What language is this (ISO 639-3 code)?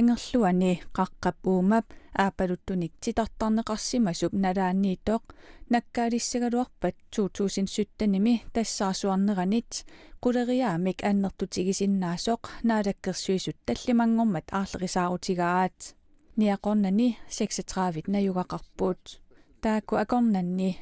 kal